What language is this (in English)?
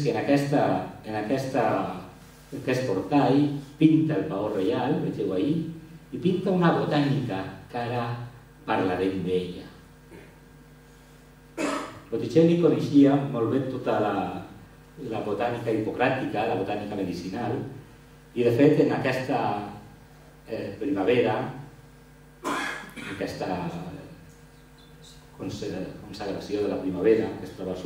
Catalan